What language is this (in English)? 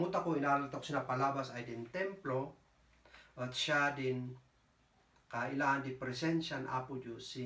Kankanaey